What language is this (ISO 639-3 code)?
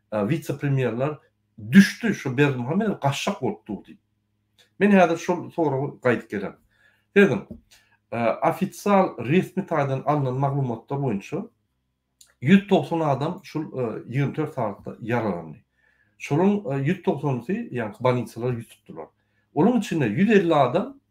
tuk